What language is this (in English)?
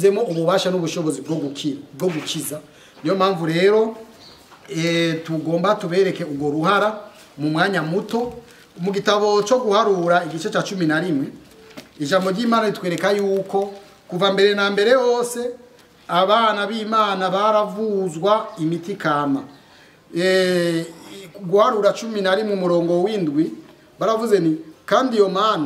Rundi